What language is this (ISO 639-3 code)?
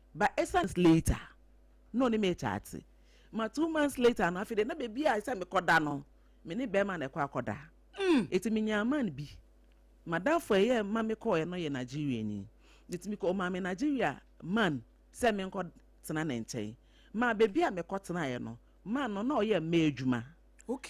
aka